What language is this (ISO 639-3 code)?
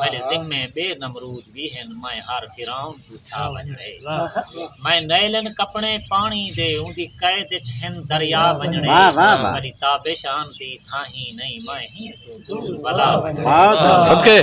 skr